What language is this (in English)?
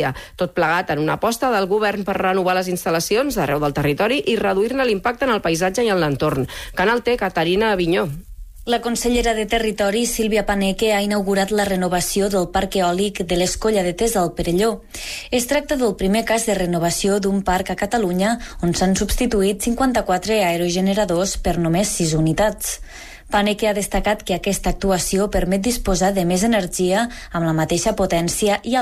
Catalan